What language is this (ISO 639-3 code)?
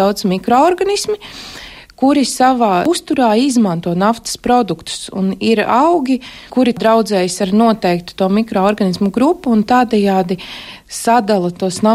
lav